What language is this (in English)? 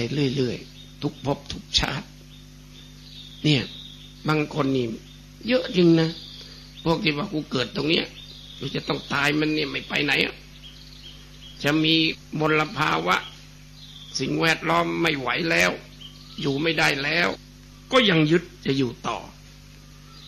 Thai